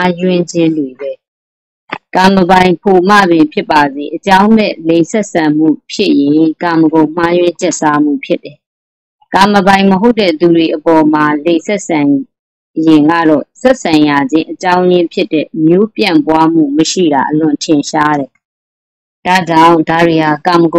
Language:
Burmese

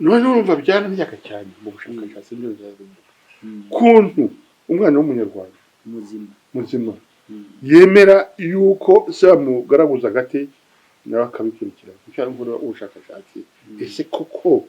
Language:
Kinyarwanda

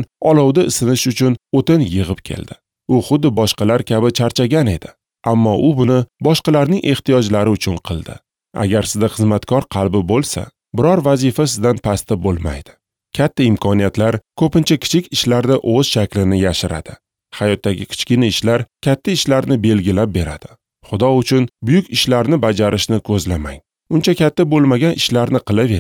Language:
Uzbek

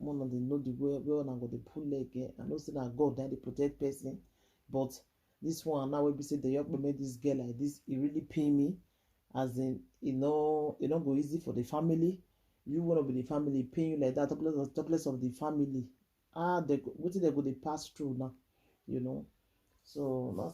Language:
Nigerian Pidgin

